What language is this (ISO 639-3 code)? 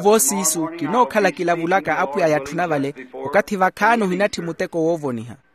vmw